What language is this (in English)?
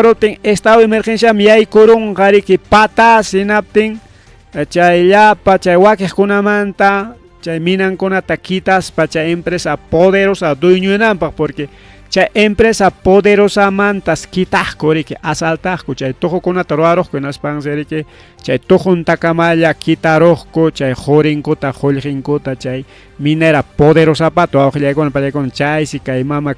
Ayacucho Quechua